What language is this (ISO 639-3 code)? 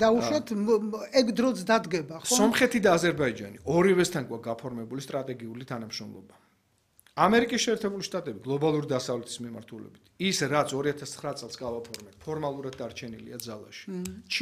kat